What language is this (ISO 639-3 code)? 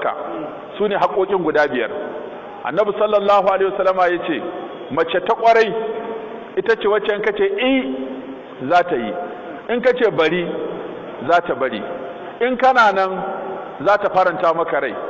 hau